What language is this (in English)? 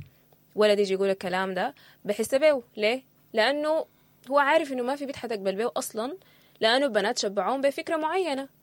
Sudanese Arabic